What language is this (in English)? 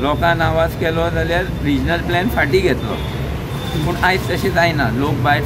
Konkani